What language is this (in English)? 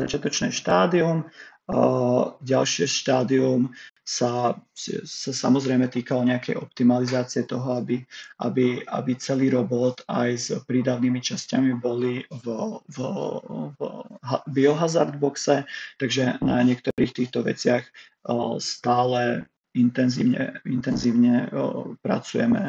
Slovak